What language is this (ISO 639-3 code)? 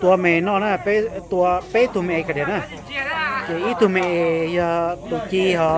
hmn